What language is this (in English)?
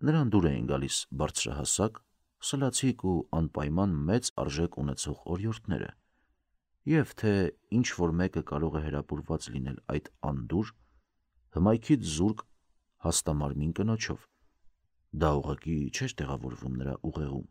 Armenian